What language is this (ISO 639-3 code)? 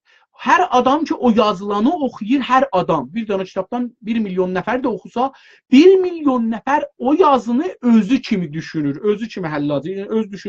azb